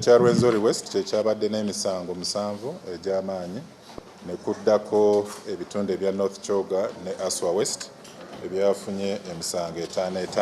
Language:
Nyankole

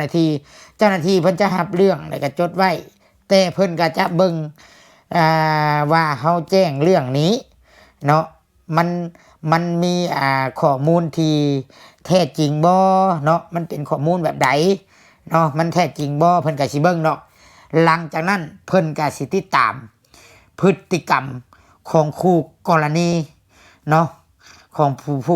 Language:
Lao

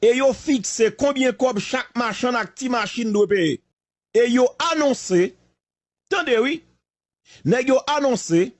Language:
Haitian Creole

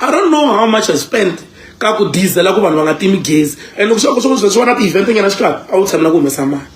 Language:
Tsonga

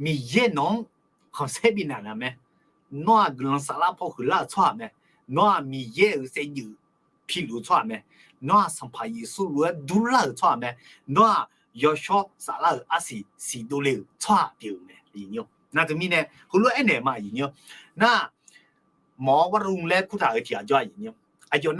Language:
Akha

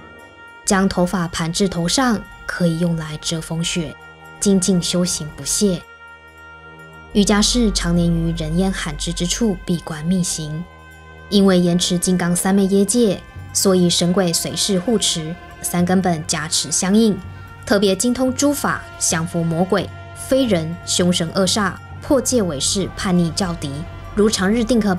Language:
Chinese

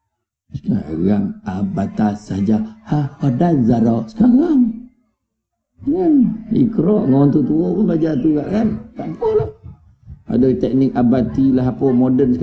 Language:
Malay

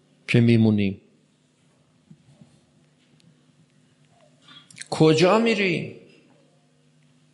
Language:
Persian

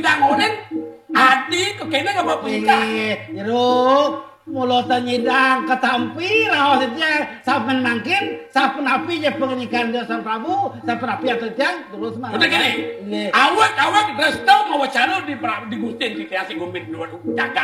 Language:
Balinese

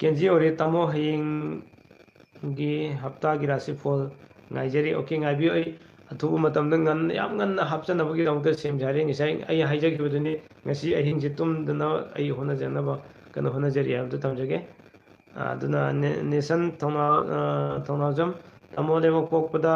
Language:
Manipuri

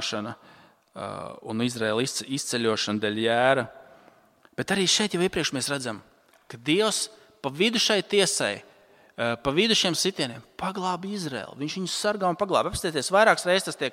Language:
Latvian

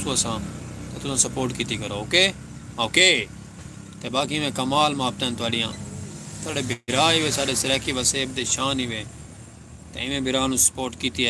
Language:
Saraiki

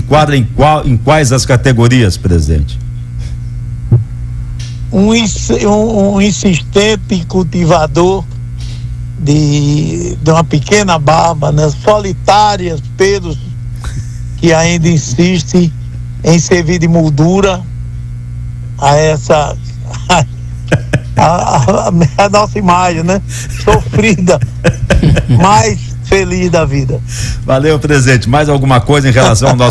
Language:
Portuguese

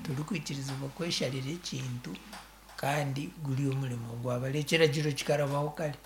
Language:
Nyankole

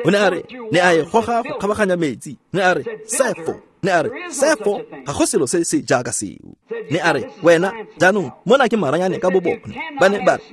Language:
Tswana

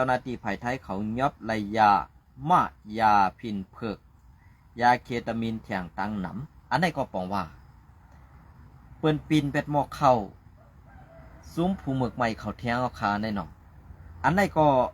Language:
Shan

